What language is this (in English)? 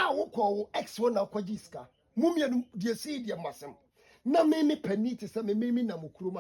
Akan